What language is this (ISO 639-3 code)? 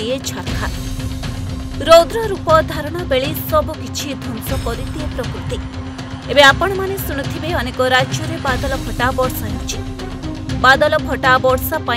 ori